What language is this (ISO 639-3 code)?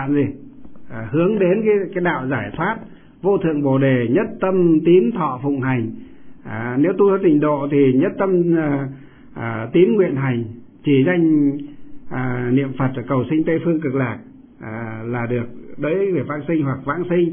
vie